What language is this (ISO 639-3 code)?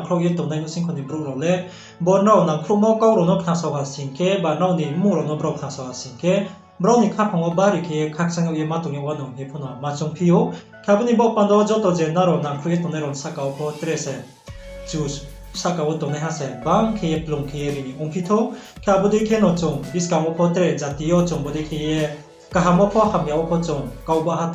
ria